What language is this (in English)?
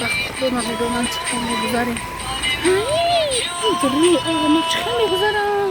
Tajik